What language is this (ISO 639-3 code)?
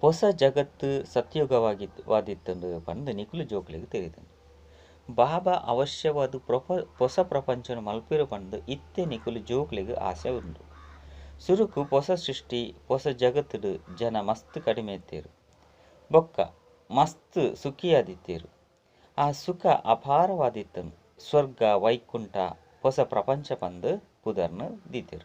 tcy